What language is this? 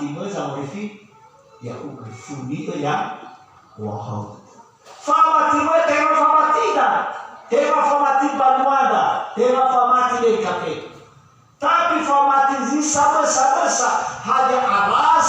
Nias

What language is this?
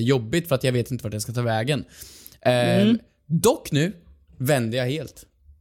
Swedish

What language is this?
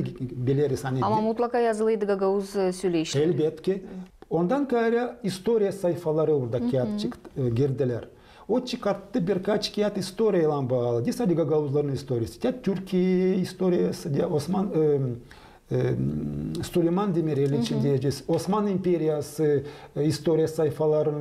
Gagauz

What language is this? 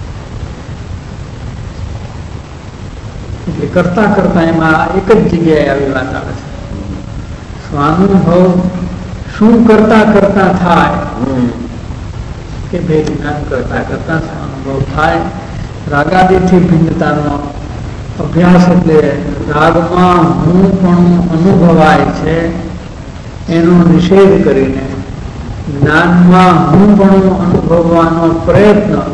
Gujarati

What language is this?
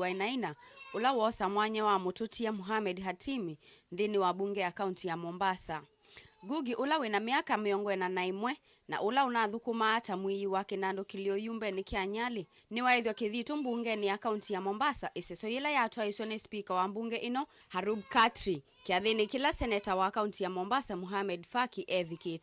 Kamba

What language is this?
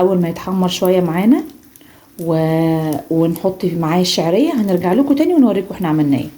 Egyptian Arabic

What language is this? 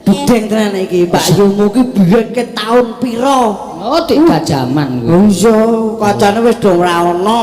Javanese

